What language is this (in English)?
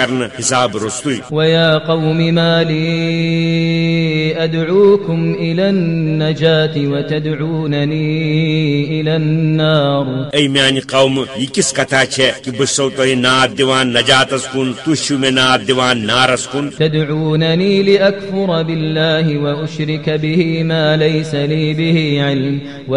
Kashmiri